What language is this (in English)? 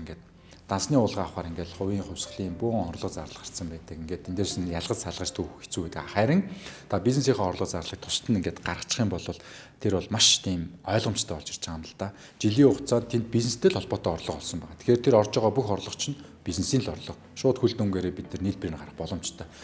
Mongolian